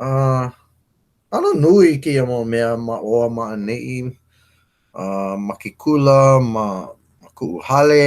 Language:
Hawaiian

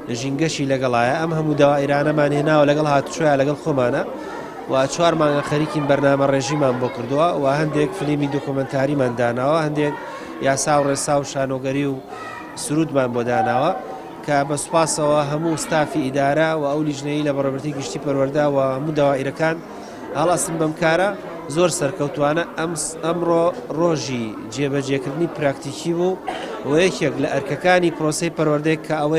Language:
Central Kurdish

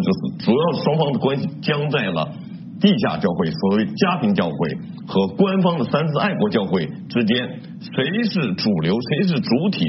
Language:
Chinese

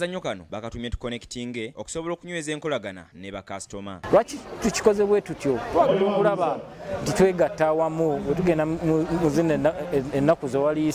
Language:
Ganda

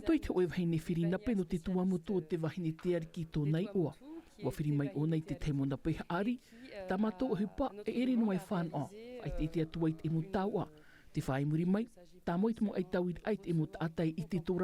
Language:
Tahitian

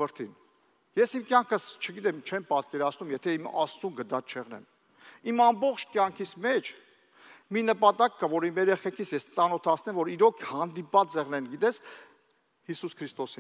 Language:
Armenian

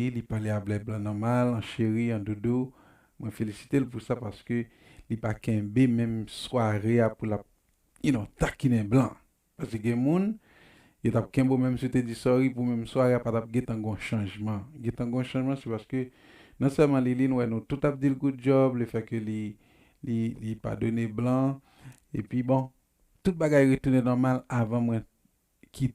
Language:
Haitian Creole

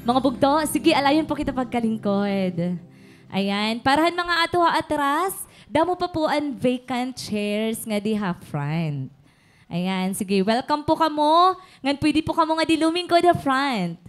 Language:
Waray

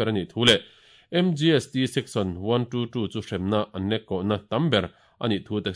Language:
Mizo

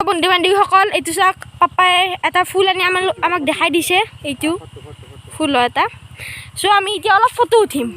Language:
Assamese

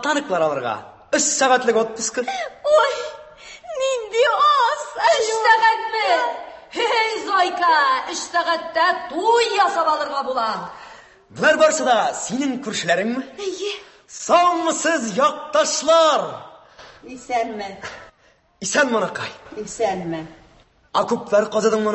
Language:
Tatar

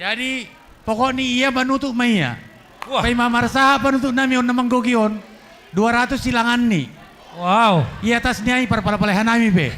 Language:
Batak Simalungun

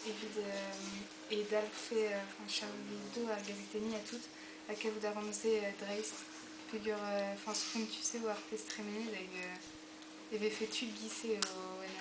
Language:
Breton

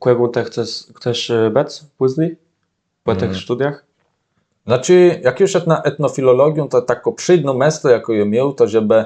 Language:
Kashubian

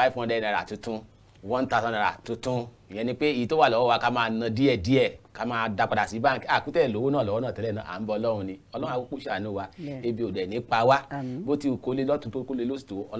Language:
Yoruba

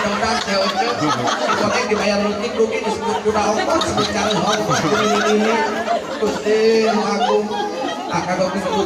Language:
Sundanese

